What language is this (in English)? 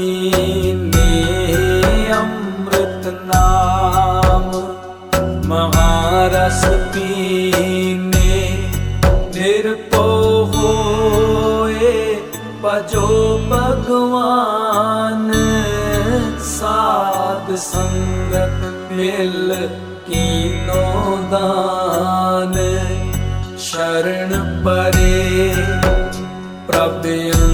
Punjabi